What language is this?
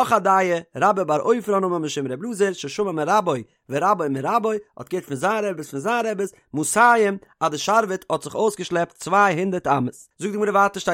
Yiddish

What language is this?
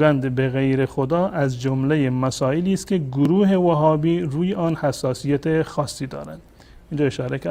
Persian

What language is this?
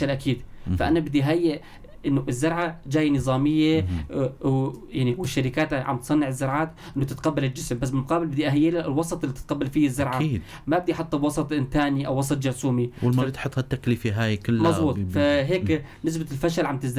North Levantine Arabic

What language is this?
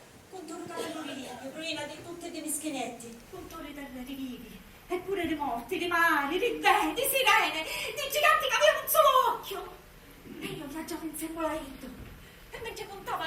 Sicilian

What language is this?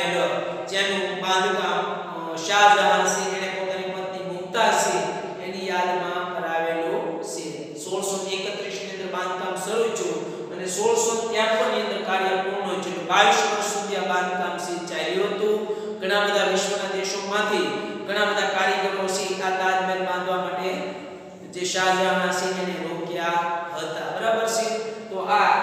Gujarati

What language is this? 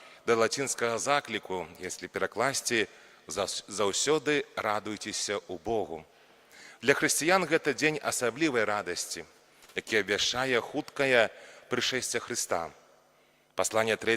Belarusian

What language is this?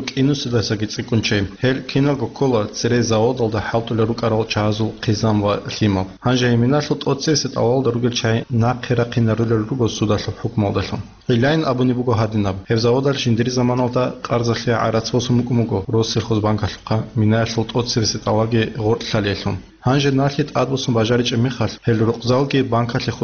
Avaric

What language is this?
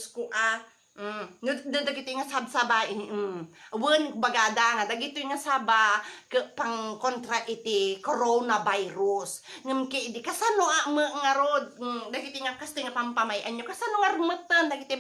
Iloko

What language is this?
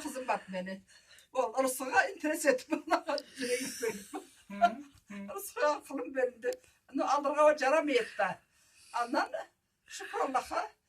Karachay-Balkar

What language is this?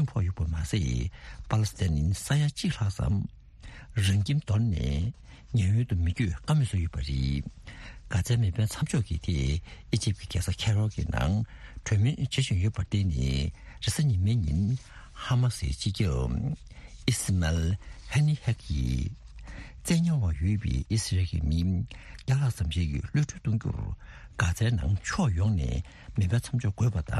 Tibetan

